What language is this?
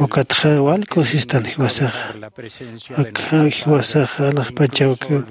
Aymara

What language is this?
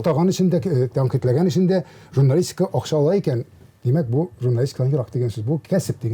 Tatar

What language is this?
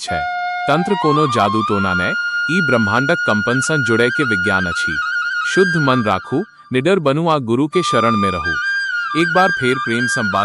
Maithili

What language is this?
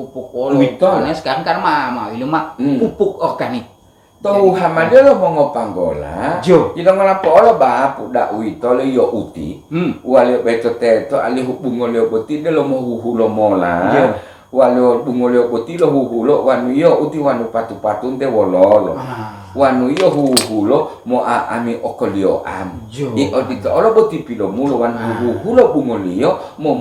Gorontalo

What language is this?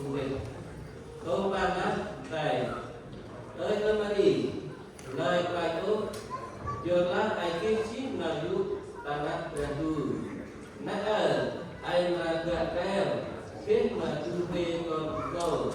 Central Mnong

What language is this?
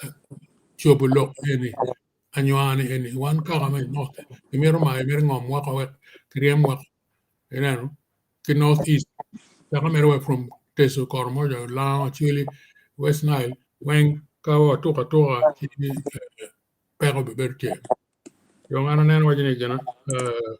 Acoli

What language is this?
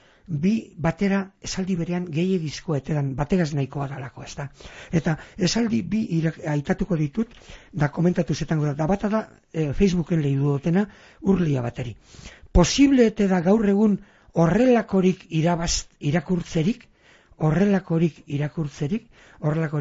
Basque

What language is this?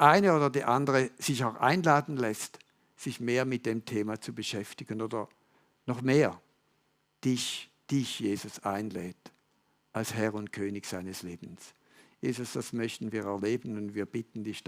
Swiss German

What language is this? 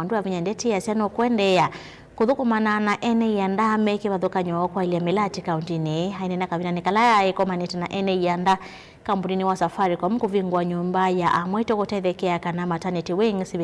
Kamba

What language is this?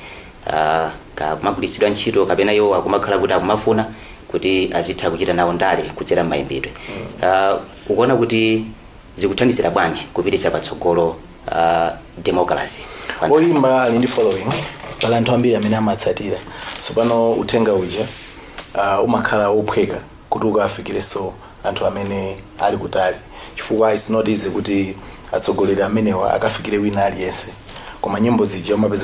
Nyanja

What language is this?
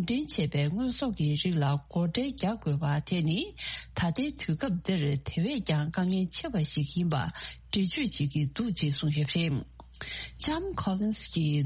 Tibetan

